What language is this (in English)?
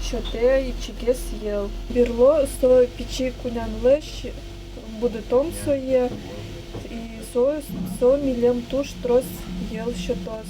Udmurt